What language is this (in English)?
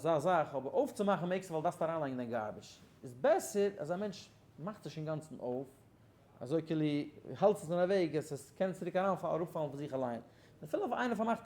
Yiddish